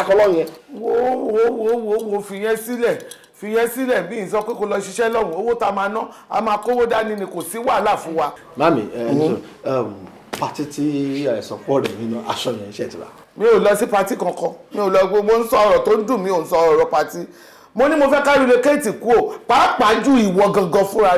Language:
Yoruba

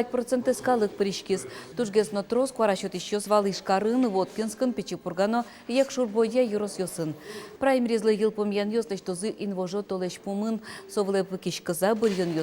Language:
Udmurt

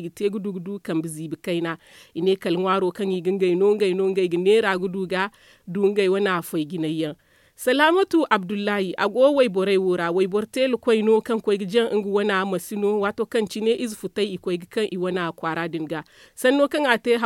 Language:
Zarma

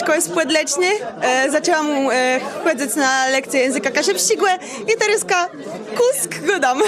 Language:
Kashubian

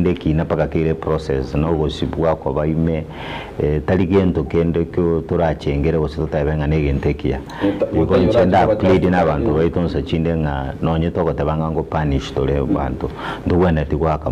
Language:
Gusii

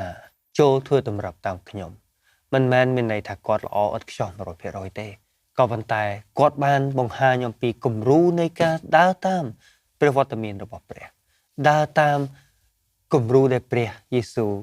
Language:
Khmer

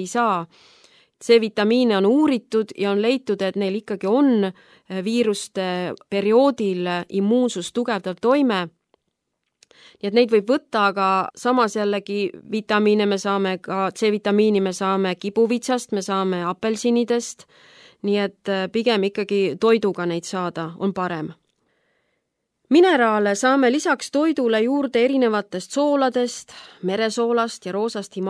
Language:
Estonian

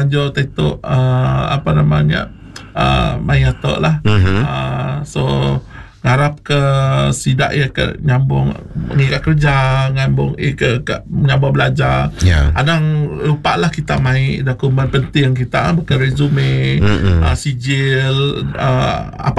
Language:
Iban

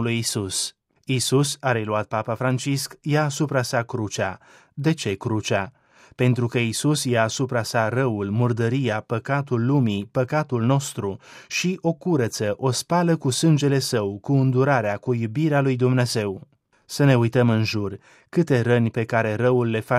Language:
Romanian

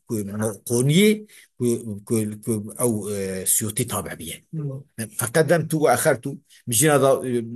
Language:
Kurdish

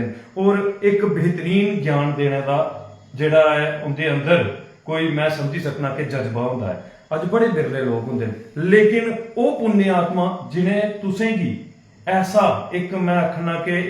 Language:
Dogri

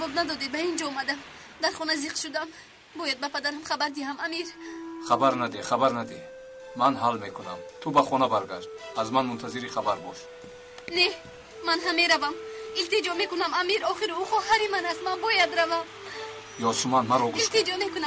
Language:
Tajik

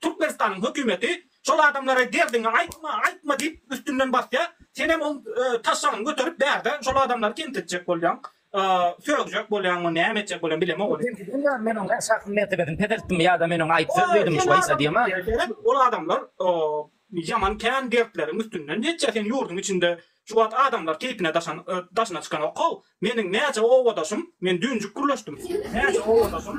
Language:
Turkmen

